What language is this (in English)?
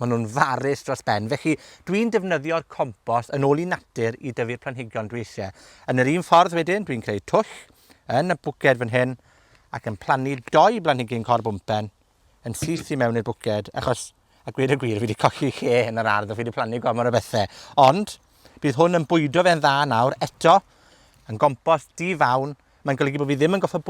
Welsh